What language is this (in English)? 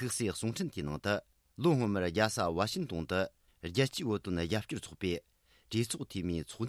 Tibetan